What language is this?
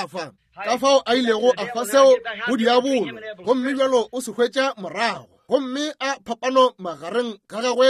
Northern Sotho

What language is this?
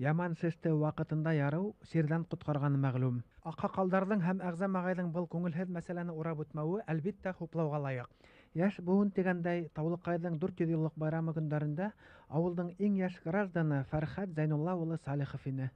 Bashkir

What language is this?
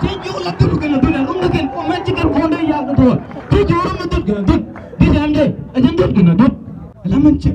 Nuer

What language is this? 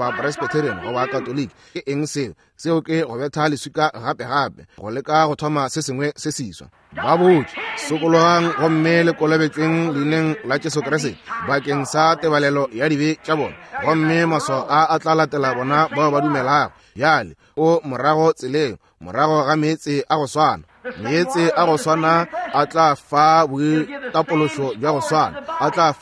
Northern Sotho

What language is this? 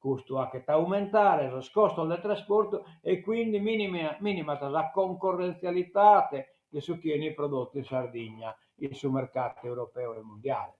Sardinian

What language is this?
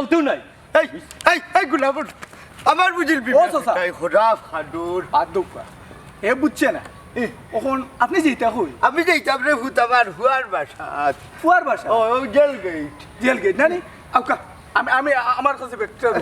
Sylheti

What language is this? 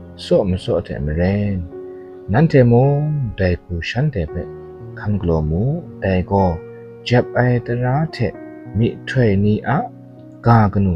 Kachin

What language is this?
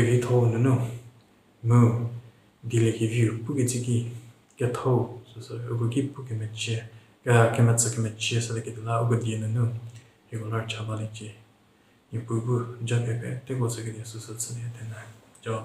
Angami Naga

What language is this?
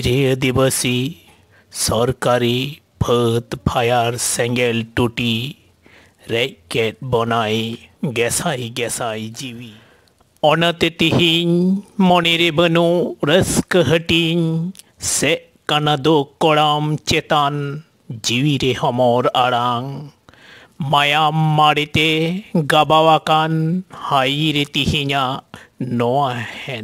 Santali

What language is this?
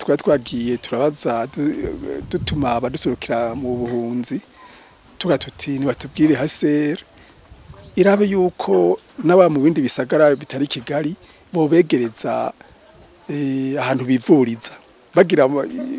Rundi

